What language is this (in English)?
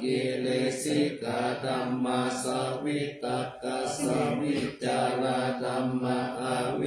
Pali